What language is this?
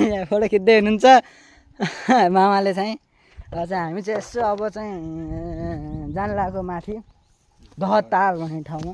Nepali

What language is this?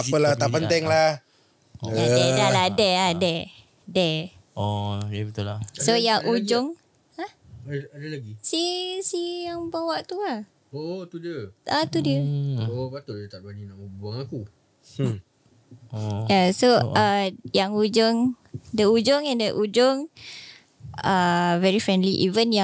Malay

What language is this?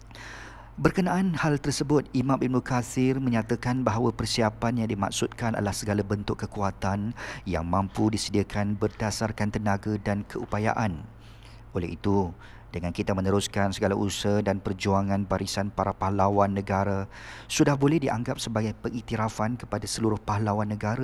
Malay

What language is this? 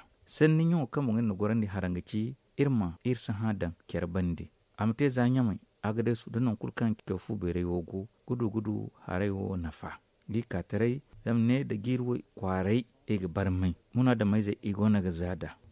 Zarma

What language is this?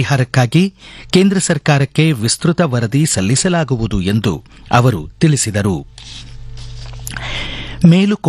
Kannada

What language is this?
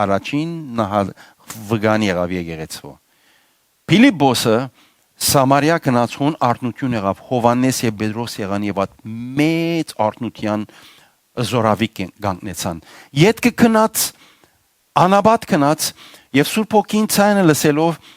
Western Armenian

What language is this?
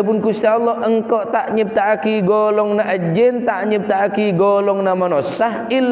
Madurese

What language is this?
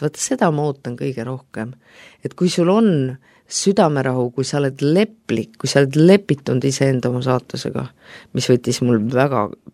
Estonian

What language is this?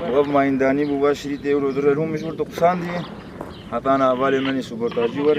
Kurdish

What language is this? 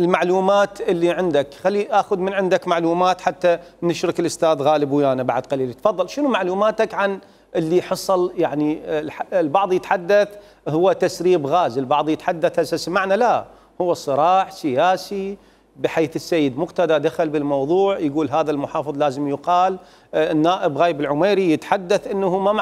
Mesopotamian Arabic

